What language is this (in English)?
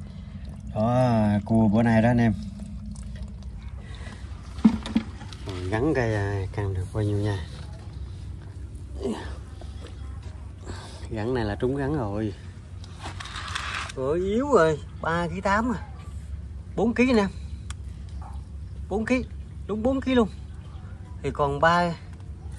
Vietnamese